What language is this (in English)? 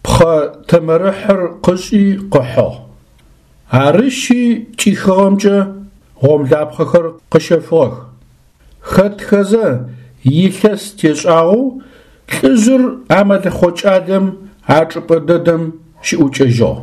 Adyghe